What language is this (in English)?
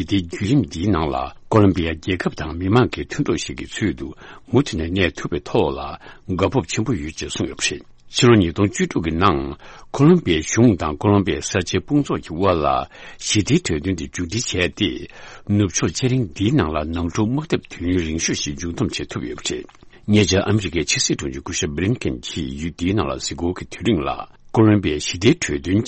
Tibetan